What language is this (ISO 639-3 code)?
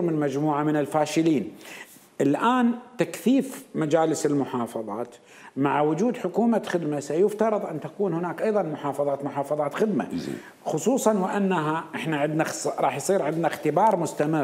acm